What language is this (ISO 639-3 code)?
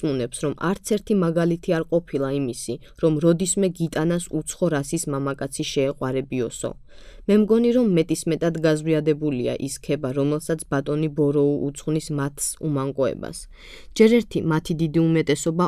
kat